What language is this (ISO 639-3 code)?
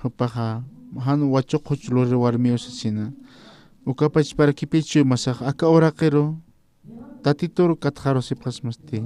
aym